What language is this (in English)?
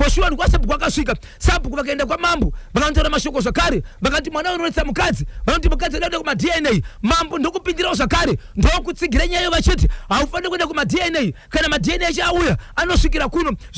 Shona